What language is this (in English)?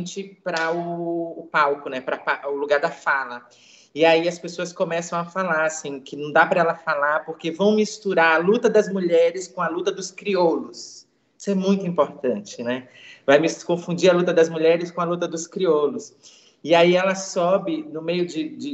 Portuguese